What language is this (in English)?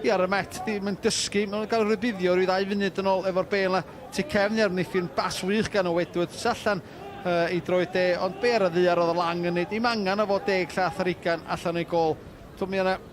Welsh